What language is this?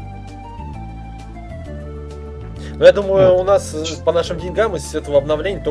Russian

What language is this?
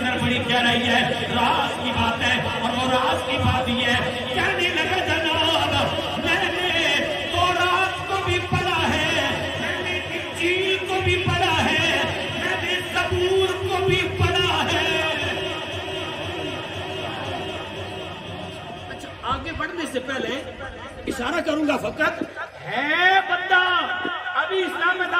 Urdu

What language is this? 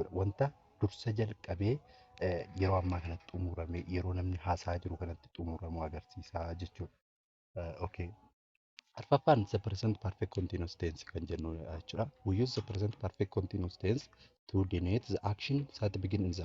Oromo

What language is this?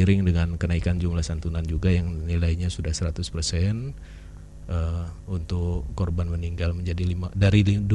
Indonesian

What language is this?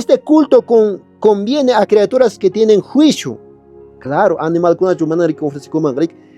Quechua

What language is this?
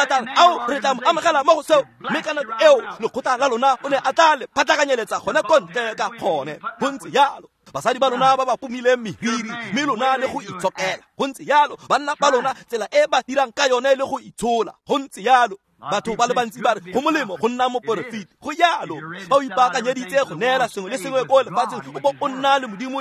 Tswana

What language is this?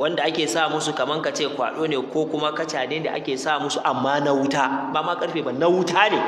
Hausa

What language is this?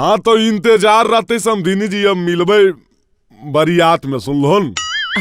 Magahi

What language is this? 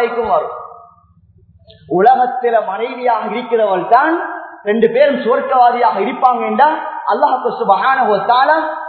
Tamil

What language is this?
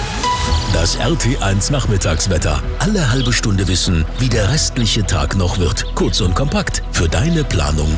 German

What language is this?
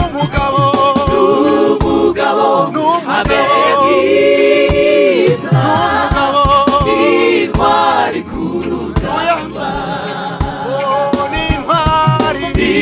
Kinyarwanda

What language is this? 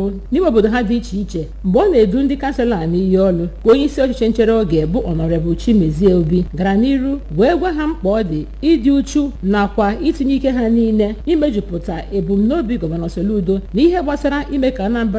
Igbo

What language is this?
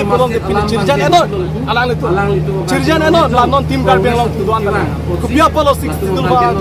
Karbi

